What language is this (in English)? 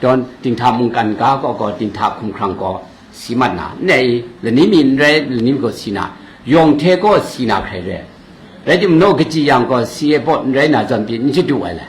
Kachin